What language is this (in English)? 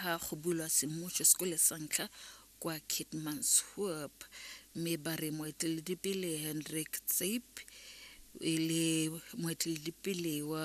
Tswana